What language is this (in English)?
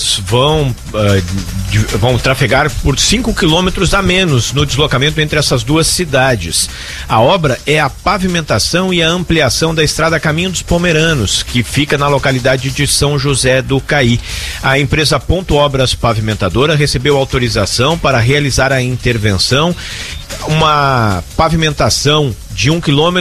Portuguese